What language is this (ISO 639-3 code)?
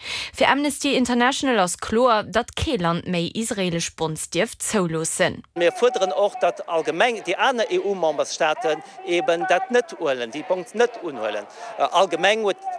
ltz